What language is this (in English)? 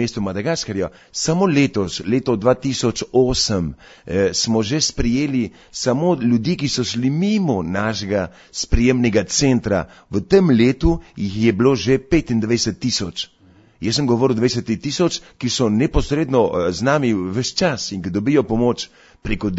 Slovenian